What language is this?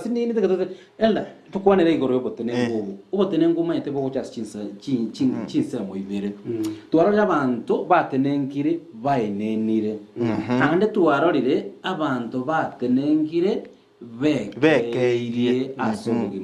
Gusii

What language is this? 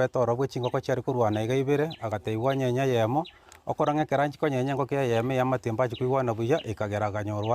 Gusii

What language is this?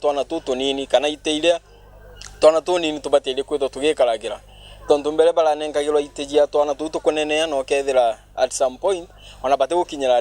Meru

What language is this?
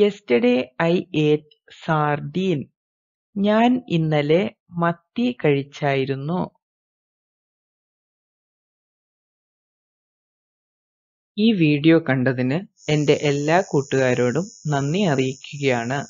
Malayalam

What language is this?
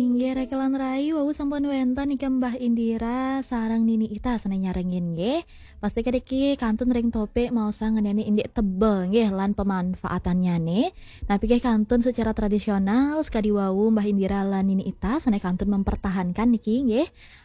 Balinese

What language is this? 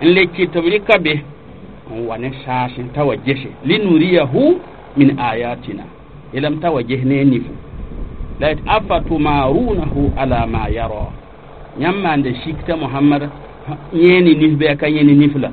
Mossi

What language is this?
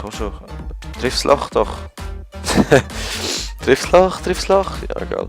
Swiss German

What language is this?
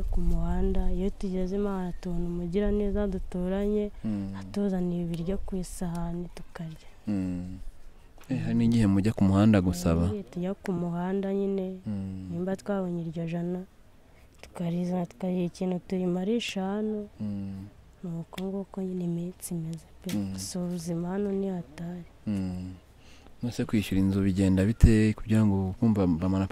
Kinyarwanda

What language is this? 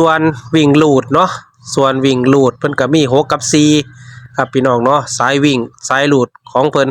Northeastern Thai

